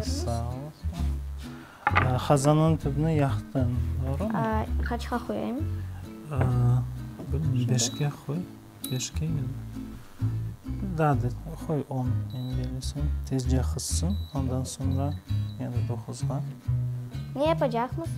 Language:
Crimean Tatar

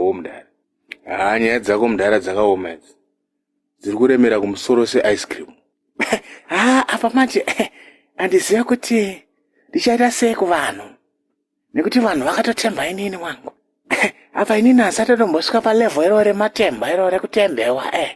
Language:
Shona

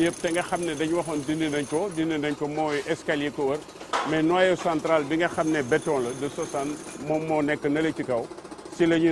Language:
Wolof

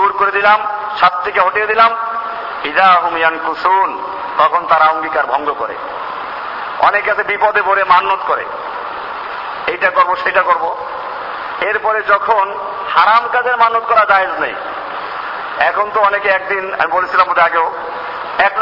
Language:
Bangla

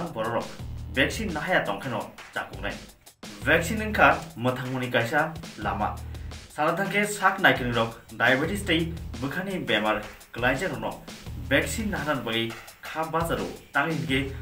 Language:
Kok Borok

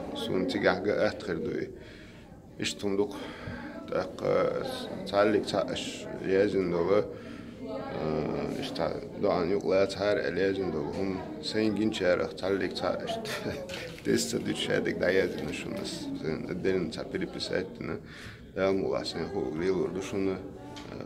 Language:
Chechen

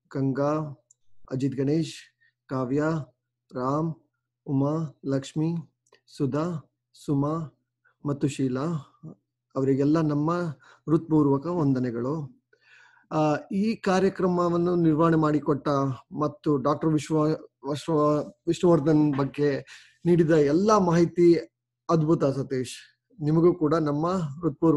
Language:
Kannada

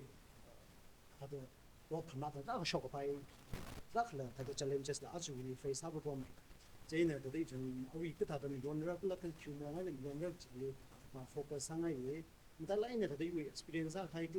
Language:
Tangkhul Naga (India)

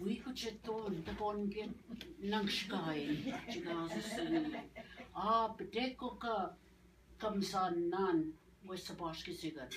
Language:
Ojibwa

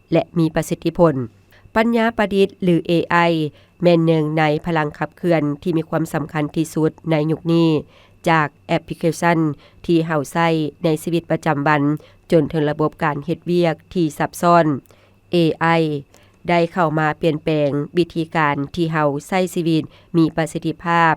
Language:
Lao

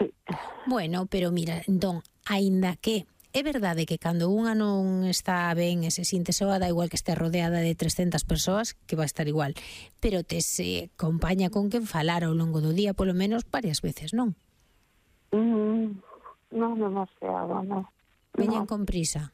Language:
Galician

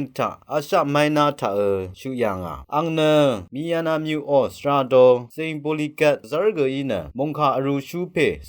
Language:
Rawang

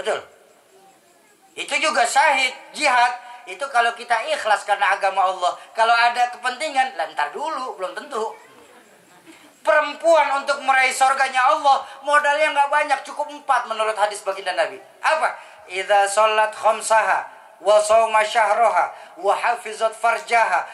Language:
Indonesian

